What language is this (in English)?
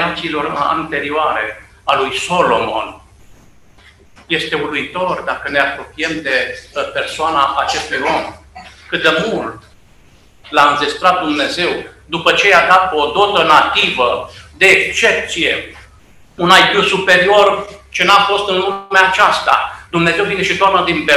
Romanian